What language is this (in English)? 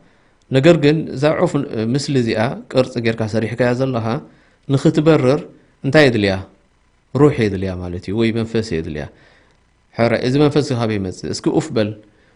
Tigrinya